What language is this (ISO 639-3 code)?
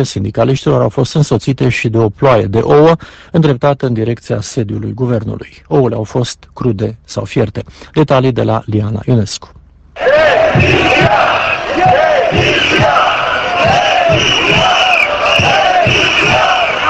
ron